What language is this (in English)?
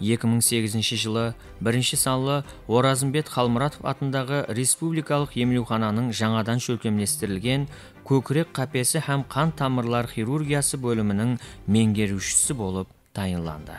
Kara-Kalpak